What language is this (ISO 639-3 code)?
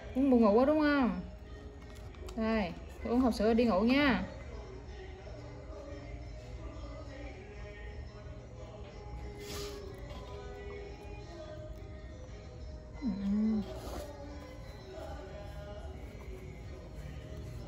vie